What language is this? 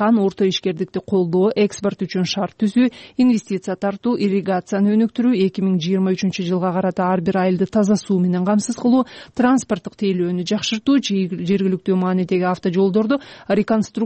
Kyrgyz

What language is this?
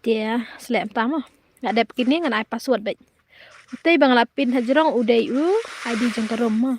Khasi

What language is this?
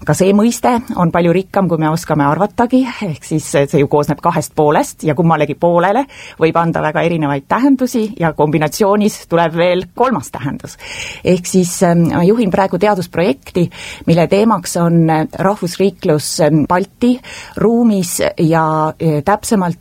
Estonian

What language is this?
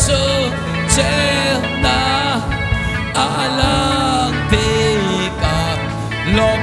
Hakha Chin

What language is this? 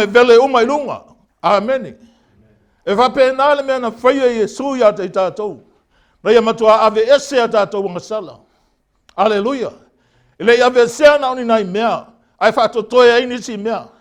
Samoan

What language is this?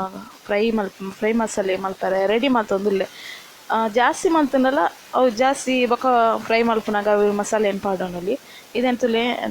Tulu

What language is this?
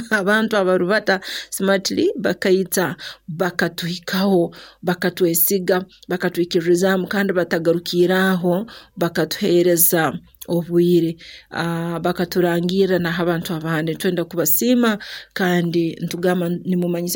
Nyoro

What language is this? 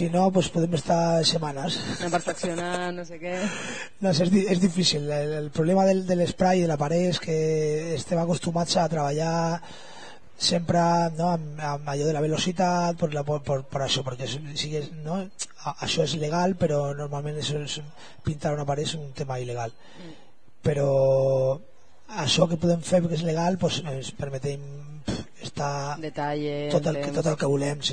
Catalan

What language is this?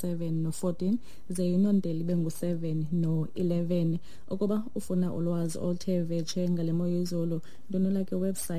Xhosa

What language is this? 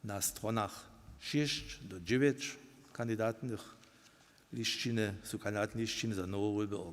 Upper Sorbian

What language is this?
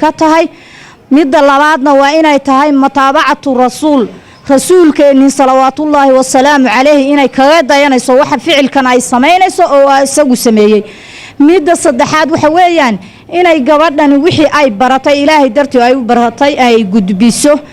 Somali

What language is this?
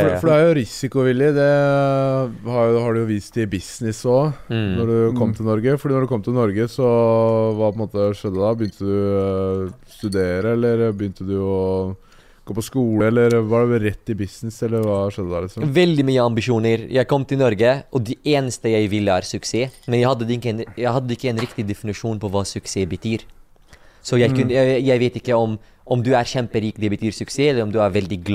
Norwegian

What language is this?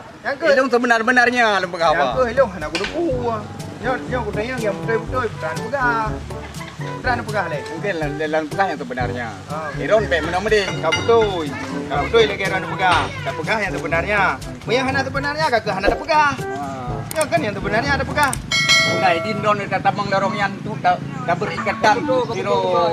Achinese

